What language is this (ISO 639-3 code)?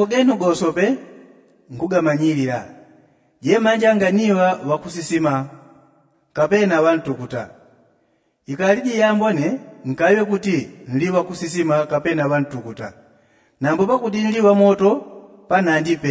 yao